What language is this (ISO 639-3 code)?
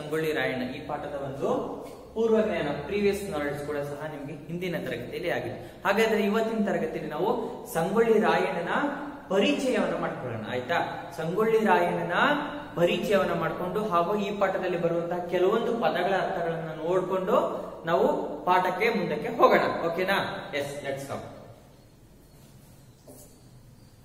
kan